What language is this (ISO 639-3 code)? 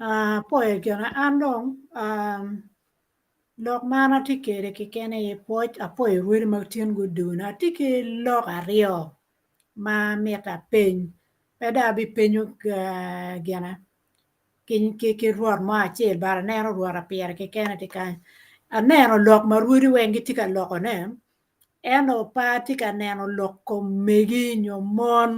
ach